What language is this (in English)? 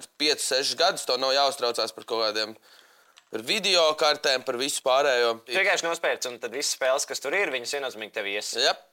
Latvian